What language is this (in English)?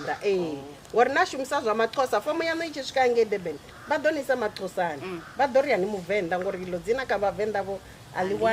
Venda